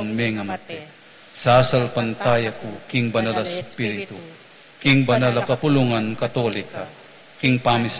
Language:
Pampanga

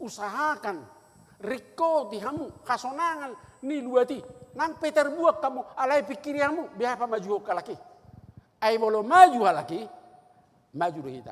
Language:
Batak Toba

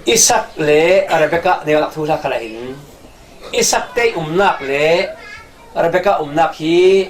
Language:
Falam Chin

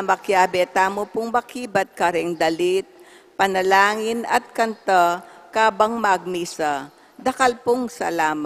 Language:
Pampanga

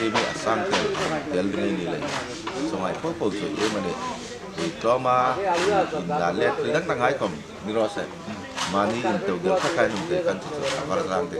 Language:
Hmar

